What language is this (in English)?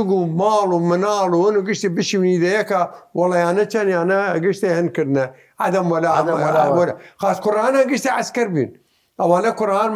Southern Kurdish